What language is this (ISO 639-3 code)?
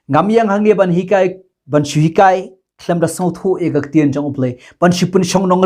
kha